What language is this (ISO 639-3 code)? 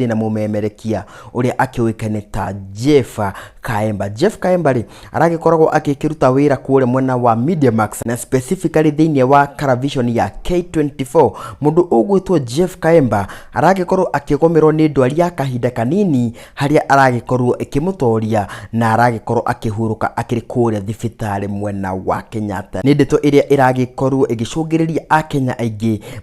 kik